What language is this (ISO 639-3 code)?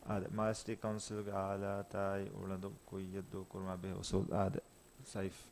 div